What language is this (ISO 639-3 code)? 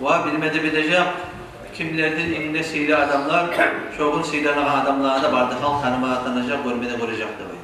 kum